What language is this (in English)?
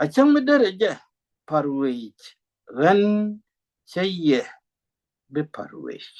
Nuer